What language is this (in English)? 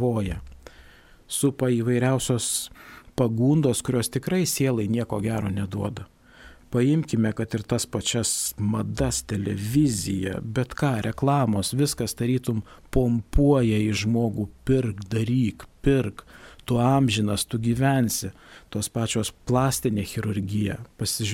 Lithuanian